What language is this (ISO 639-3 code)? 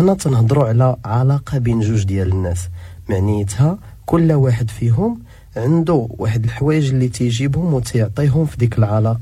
ary